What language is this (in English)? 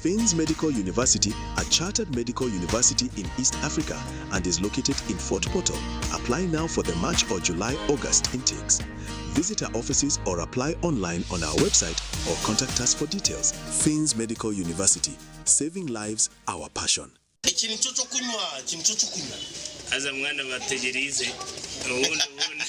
Nyankole